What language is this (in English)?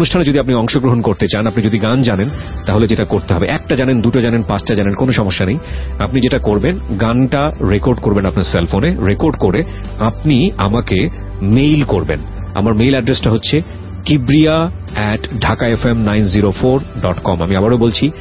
Bangla